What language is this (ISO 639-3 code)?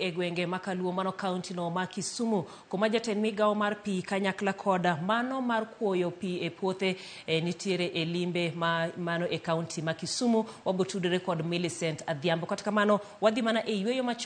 luo